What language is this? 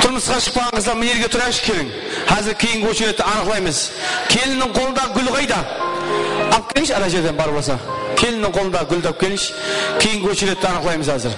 Kara-Kalpak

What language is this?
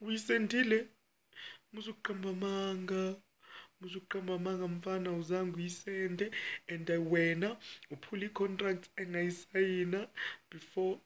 Zulu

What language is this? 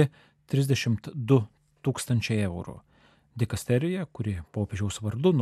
Lithuanian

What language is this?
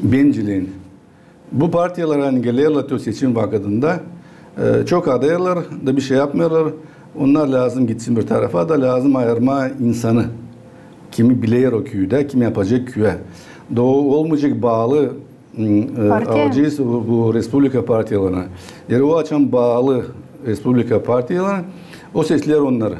Gagauz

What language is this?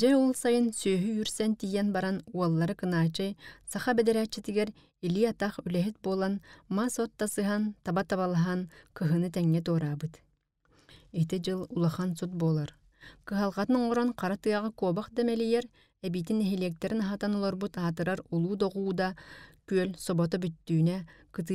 Yakut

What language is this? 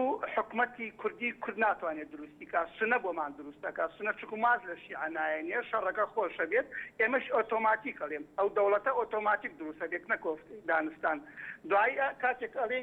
Central Kurdish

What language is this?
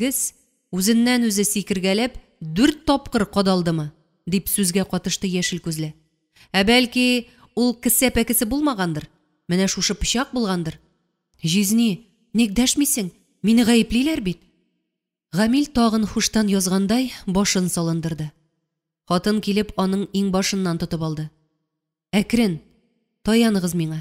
Tatar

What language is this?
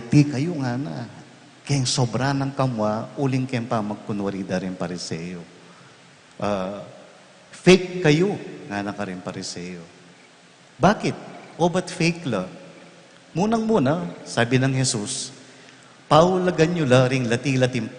Pampanga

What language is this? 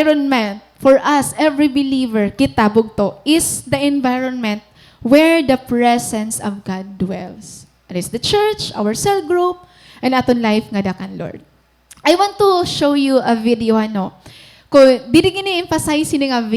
Waray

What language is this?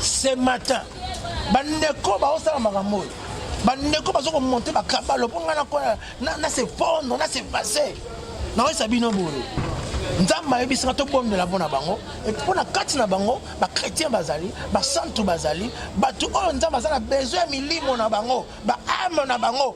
Lingala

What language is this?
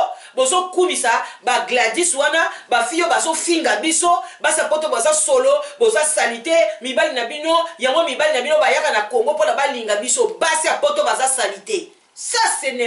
Lingala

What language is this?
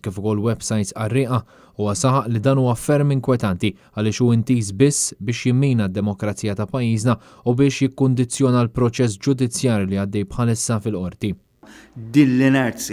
Maltese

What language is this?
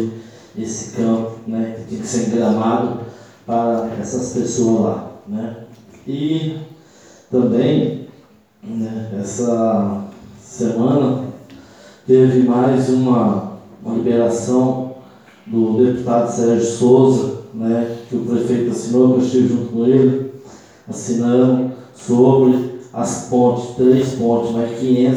Portuguese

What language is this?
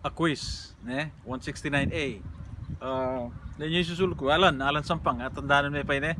Pampanga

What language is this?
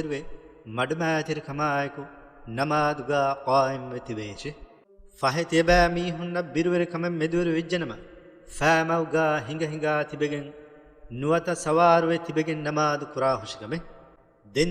Divehi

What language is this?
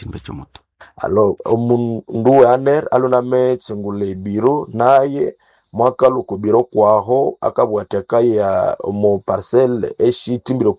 Nande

